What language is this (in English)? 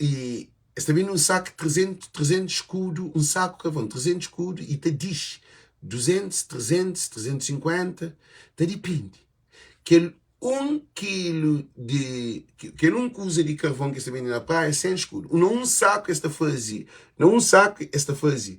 Kabuverdianu